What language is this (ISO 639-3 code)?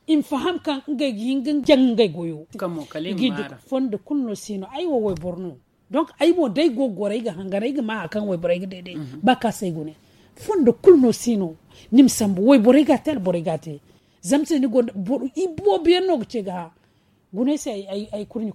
dje